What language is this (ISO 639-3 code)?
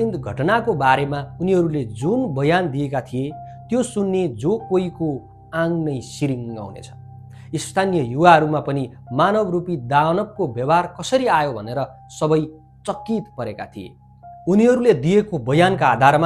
nep